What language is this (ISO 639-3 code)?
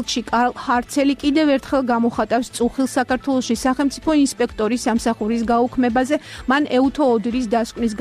kat